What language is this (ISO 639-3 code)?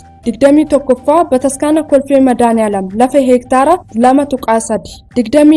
orm